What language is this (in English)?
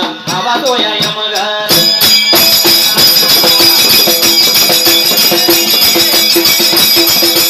Marathi